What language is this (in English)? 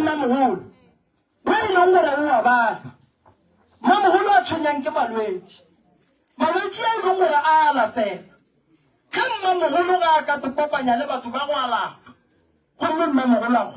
Northern Sotho